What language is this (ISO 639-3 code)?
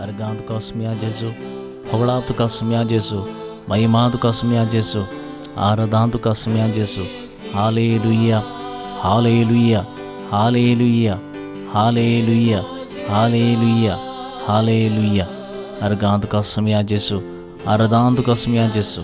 kok